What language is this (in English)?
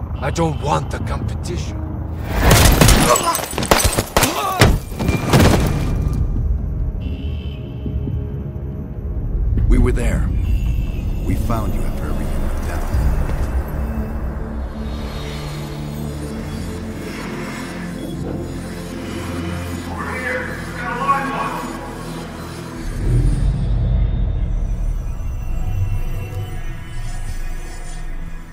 English